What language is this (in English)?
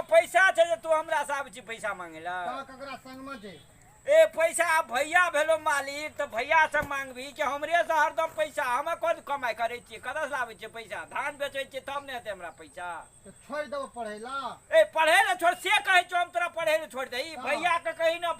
Maithili